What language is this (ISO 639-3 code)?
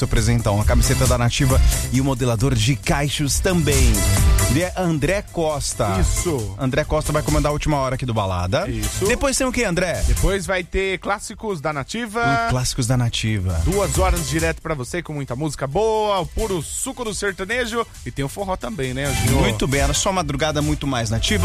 por